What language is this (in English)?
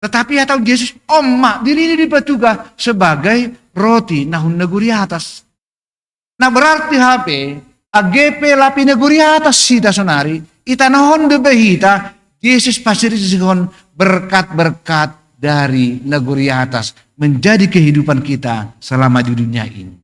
Batak Simalungun